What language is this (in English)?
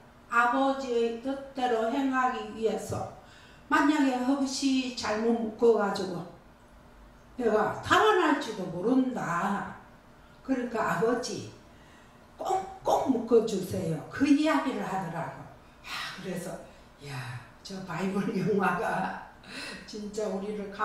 Korean